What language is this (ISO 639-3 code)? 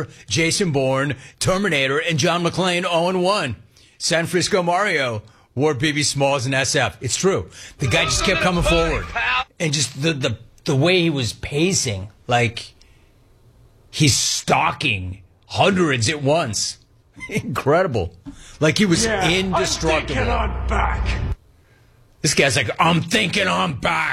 eng